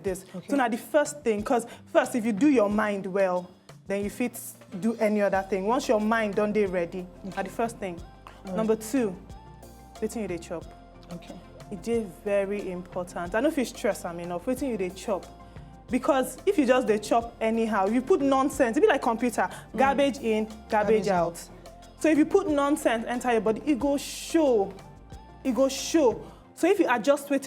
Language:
Nigerian Pidgin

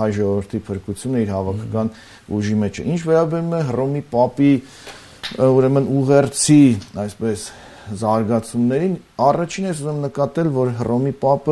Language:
Armenian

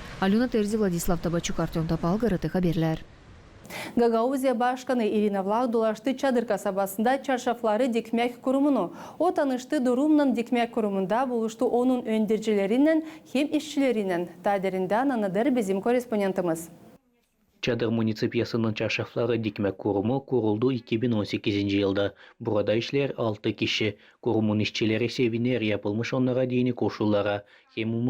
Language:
Gagauz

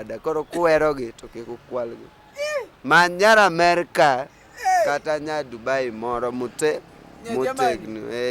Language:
Luo (Kenya and Tanzania)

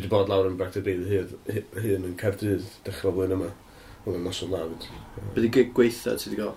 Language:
Welsh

